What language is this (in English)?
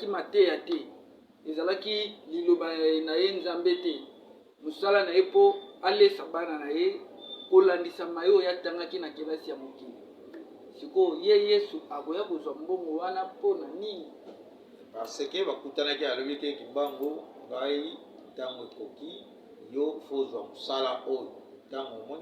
Lingala